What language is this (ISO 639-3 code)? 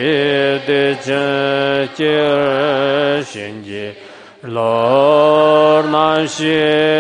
zho